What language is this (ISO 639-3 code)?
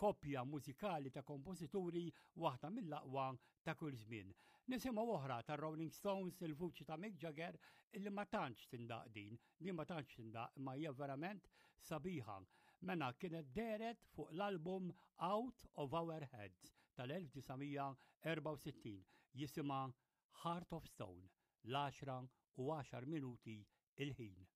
mlt